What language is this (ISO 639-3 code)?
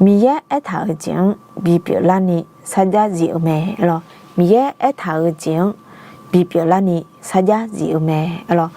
ahk